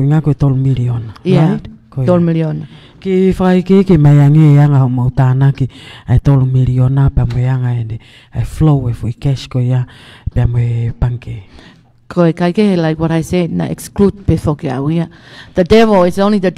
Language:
Tongan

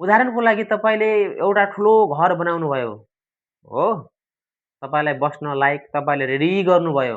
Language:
Nepali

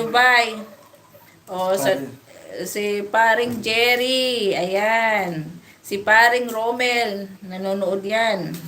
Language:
Waray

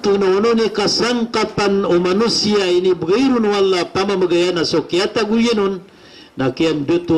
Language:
Maranao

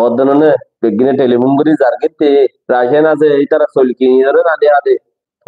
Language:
Rohingya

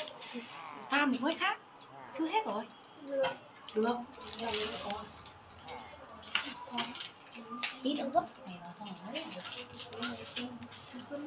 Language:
Vietnamese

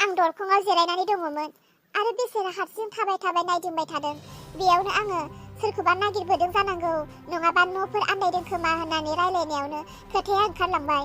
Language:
Bodo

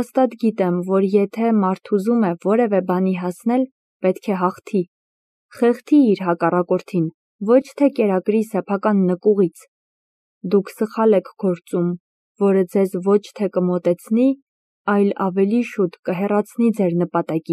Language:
Armenian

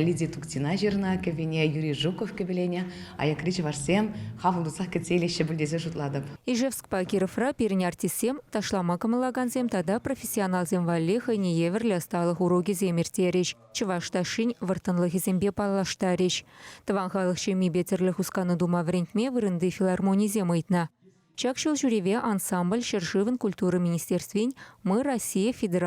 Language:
Chuvash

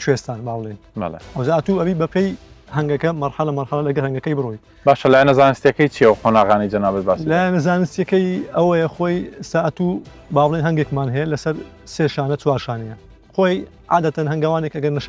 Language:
Central Kurdish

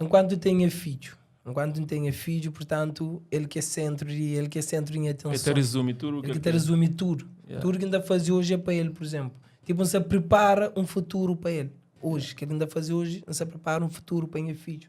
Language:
Kabuverdianu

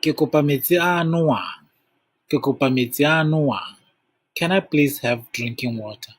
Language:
Tswana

